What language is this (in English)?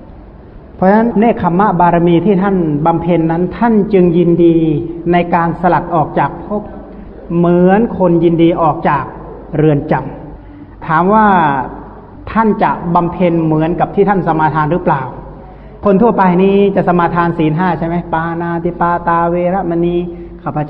Thai